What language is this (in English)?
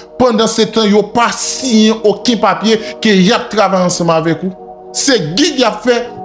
Haitian Creole